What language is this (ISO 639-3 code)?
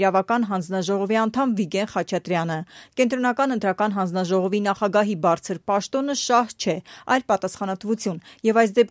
hye